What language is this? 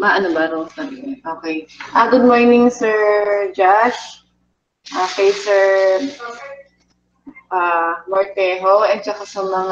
Filipino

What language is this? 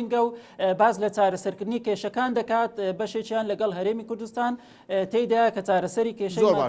Central Kurdish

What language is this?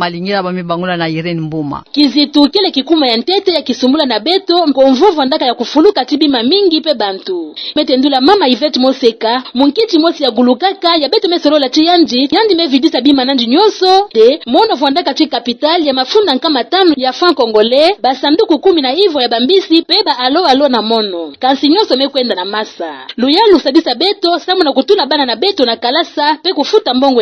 Kituba (Democratic Republic of Congo)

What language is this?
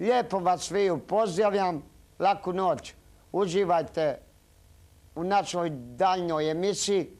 Croatian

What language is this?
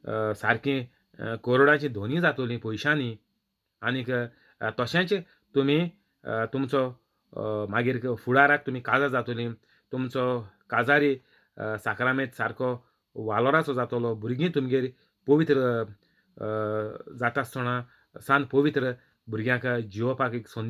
Konkani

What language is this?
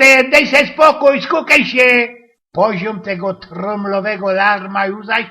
Silesian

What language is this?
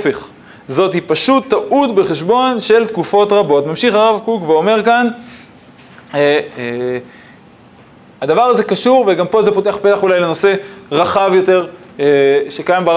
Hebrew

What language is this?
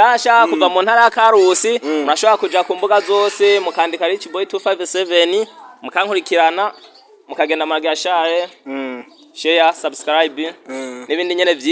Rundi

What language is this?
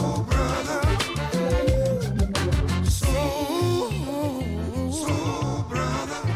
French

